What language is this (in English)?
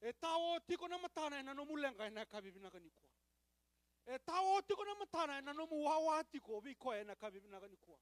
Fijian